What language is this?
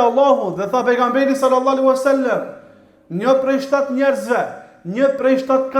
Albanian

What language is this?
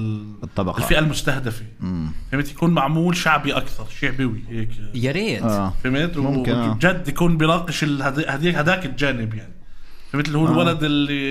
North Levantine Arabic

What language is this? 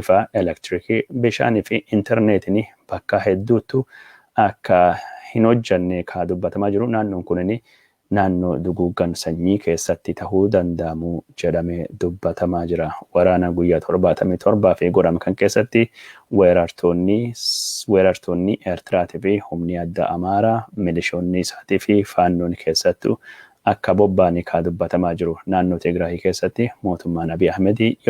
Oromo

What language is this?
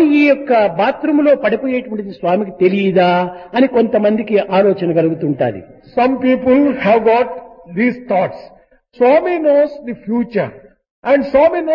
Telugu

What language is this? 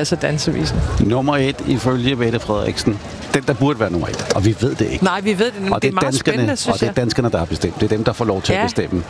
Danish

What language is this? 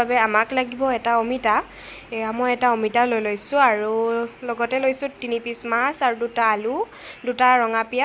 Assamese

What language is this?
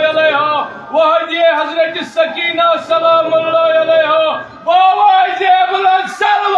Kashmiri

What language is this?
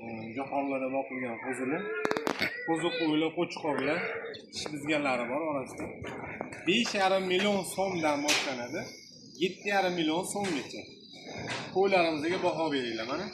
Uzbek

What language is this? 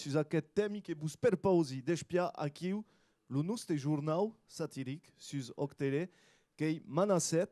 Occitan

